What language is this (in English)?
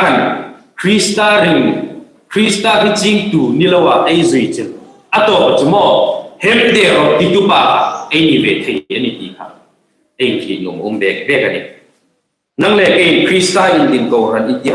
Hmar